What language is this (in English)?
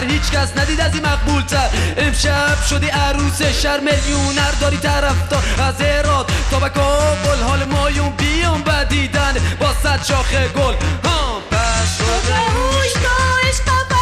Persian